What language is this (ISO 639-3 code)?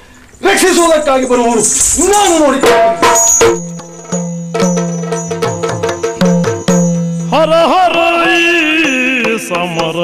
kan